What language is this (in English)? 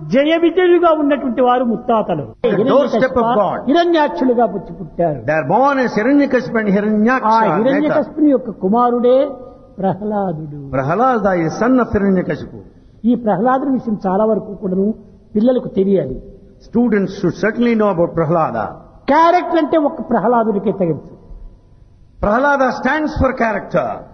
Telugu